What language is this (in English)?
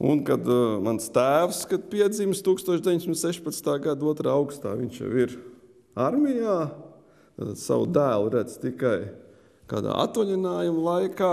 Latvian